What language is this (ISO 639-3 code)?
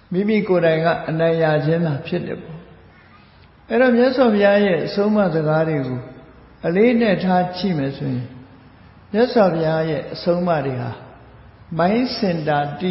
mya